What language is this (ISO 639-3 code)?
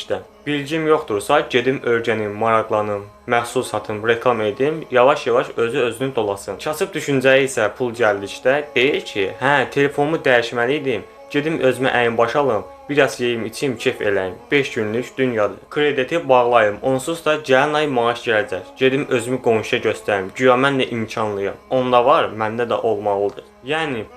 aze